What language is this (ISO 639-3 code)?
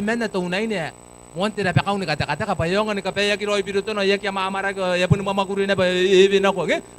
gil